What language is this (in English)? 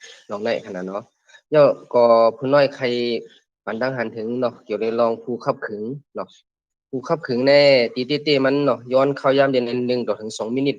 Shan